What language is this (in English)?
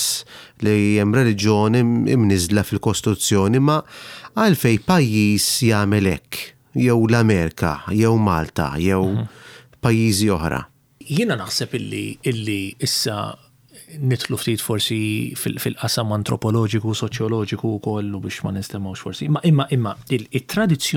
Maltese